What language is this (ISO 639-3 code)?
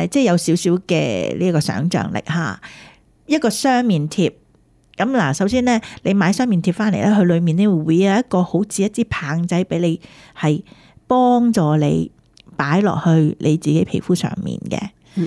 yue